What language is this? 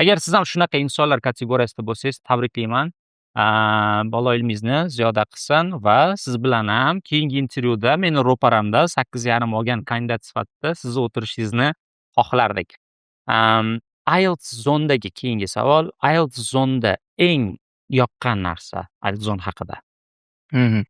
Uzbek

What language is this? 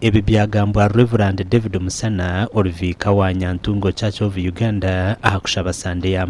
Nyankole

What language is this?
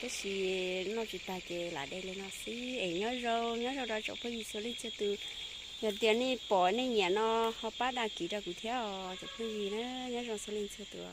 Hmong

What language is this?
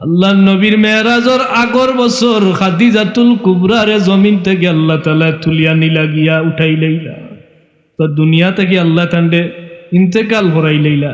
Sylheti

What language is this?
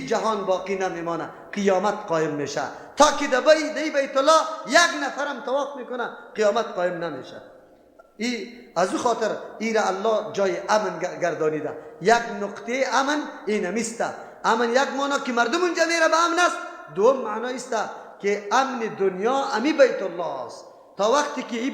Persian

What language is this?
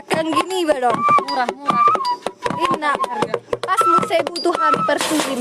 Batak Toba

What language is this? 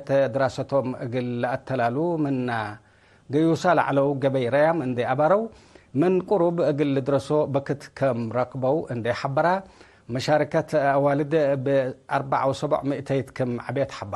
Tigre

